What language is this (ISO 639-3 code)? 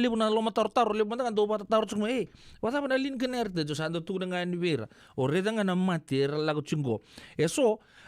fij